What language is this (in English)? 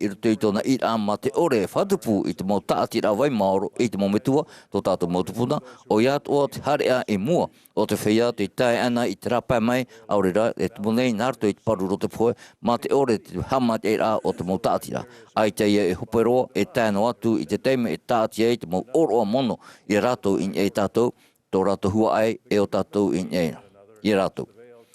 Tahitian